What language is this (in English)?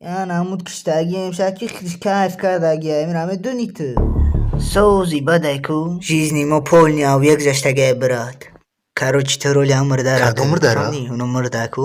Tajik